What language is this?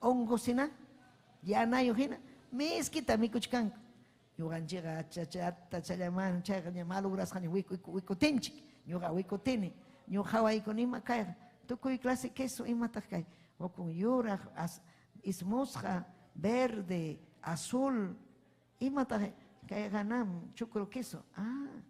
Ayacucho Quechua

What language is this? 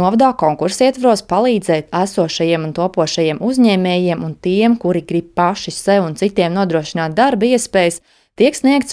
Latvian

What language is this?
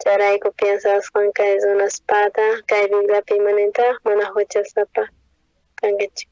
South Bolivian Quechua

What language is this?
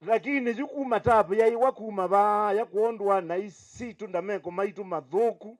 Kamba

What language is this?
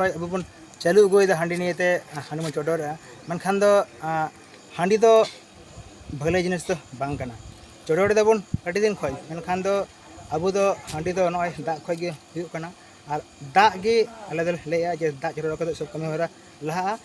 Santali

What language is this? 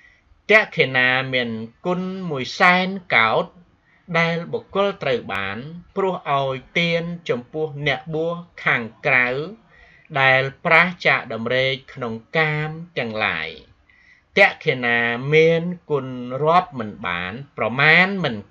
Khmer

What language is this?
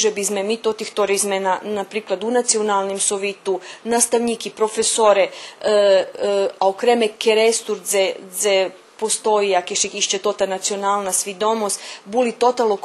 Rusyn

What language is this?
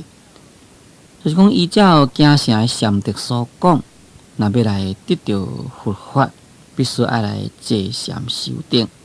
Min Nan Chinese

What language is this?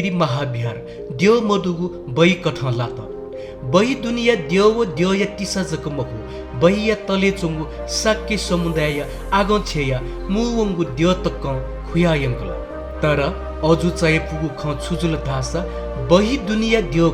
Newari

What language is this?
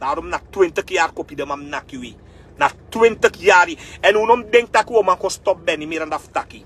Sranan Tongo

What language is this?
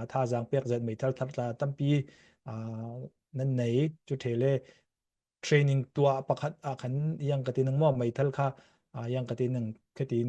Falam Chin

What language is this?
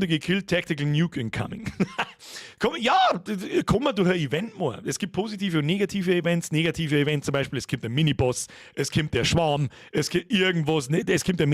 Bavarian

